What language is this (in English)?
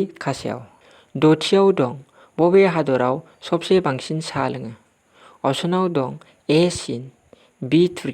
Bodo